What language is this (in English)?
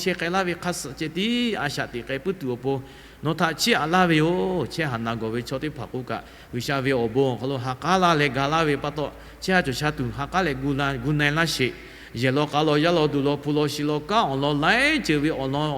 Lahu